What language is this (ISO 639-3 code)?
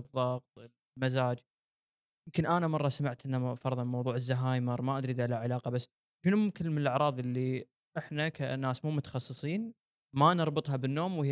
afb